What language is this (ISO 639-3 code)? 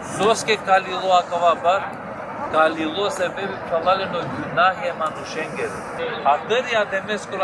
rmn